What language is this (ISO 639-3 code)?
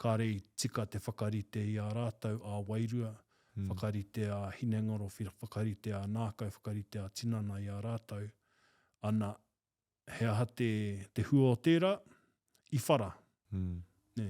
mri